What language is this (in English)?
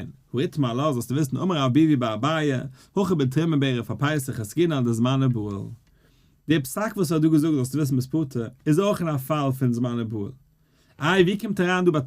Yiddish